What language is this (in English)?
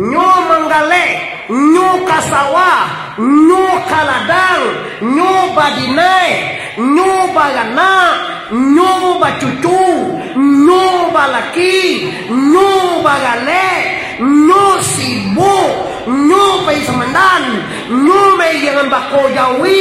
Minangkabau